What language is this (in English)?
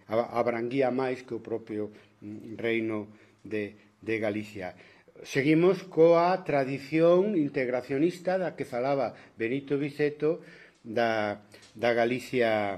Galician